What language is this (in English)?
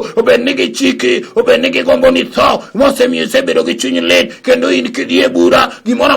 Luo (Kenya and Tanzania)